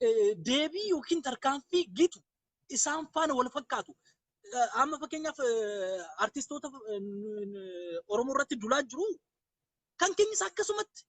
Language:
Oromo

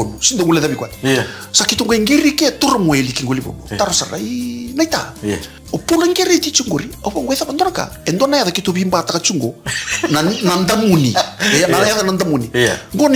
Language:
Fijian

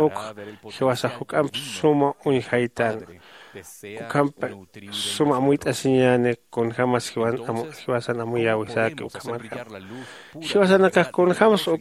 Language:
Aymara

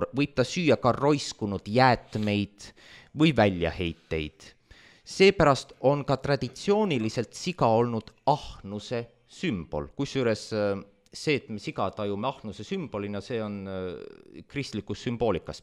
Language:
Estonian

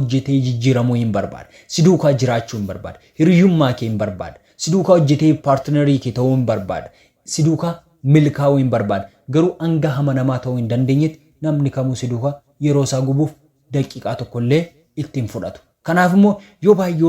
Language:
Oromo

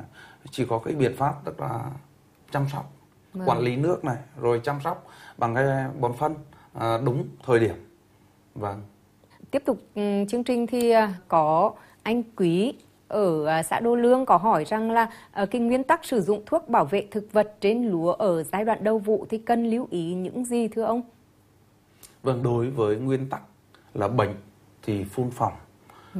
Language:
Vietnamese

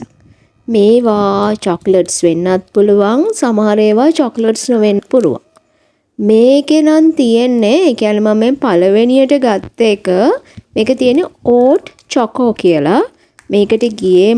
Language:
Sinhala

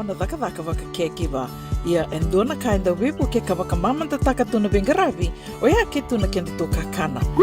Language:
Fijian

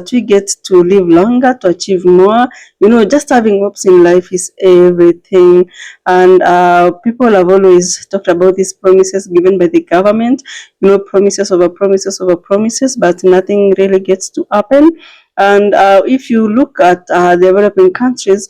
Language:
Jamaican Creole English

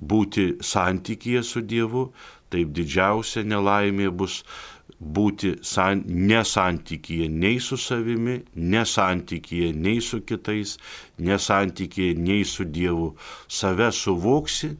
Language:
Lithuanian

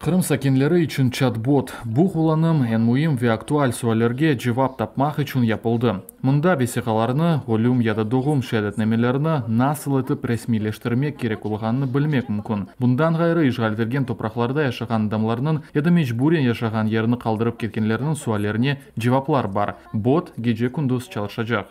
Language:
Crimean Tatar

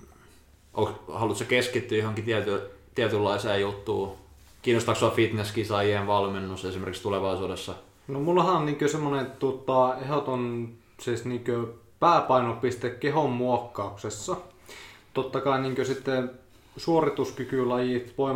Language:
Finnish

